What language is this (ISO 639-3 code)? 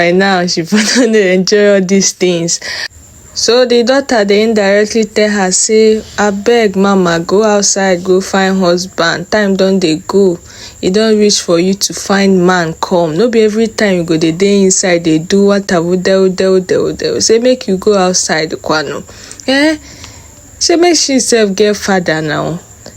pcm